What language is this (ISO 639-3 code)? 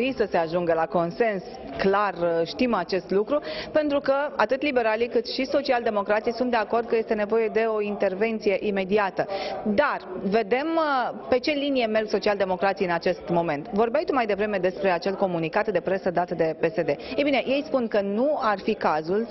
ron